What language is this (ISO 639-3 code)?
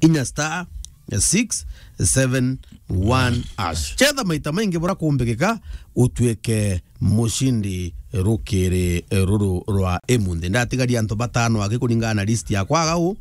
mer